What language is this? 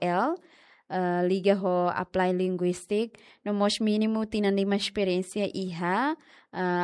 Tetum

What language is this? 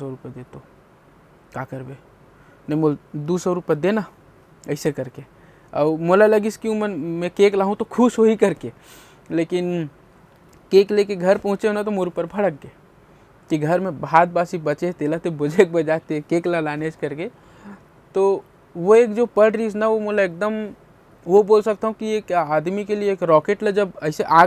Chhattisgarhi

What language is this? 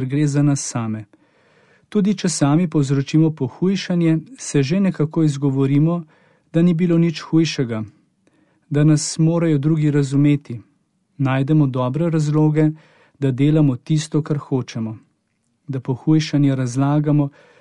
Slovenian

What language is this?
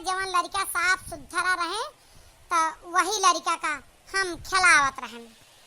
Awadhi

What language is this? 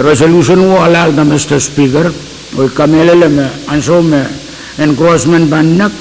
Pohnpeian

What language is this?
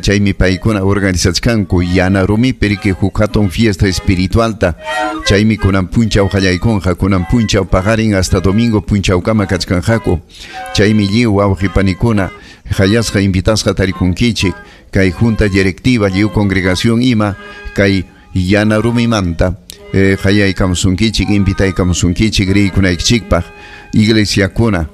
Ayacucho Quechua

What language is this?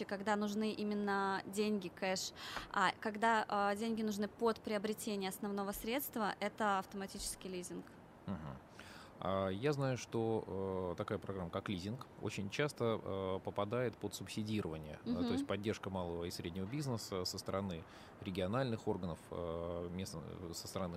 Russian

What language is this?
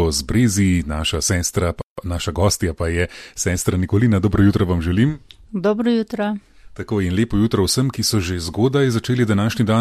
Slovenian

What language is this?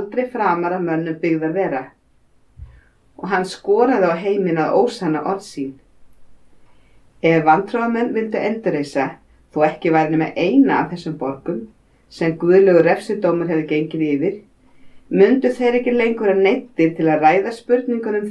Icelandic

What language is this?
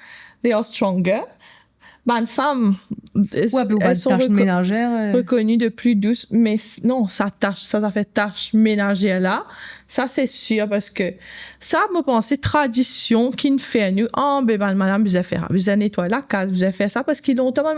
Morisyen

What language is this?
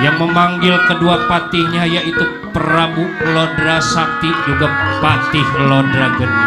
Betawi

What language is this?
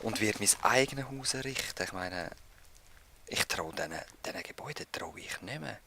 Swiss German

